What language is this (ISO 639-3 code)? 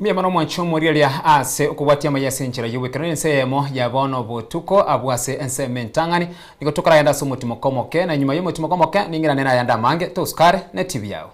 guz